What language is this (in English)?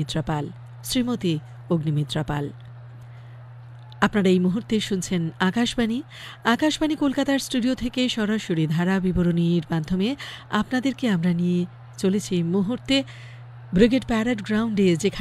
Bangla